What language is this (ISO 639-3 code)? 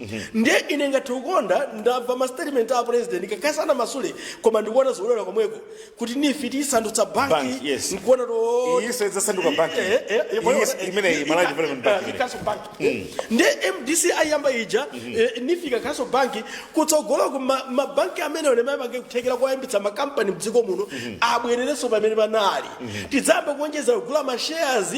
nya